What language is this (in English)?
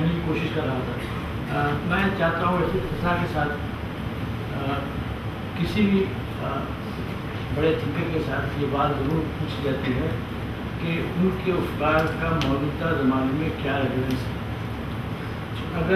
Urdu